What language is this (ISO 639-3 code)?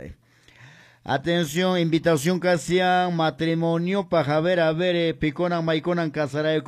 que